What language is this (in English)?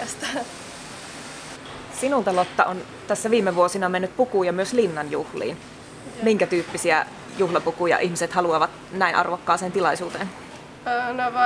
Finnish